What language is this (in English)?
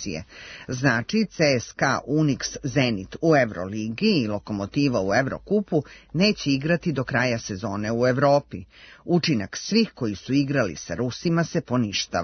Serbian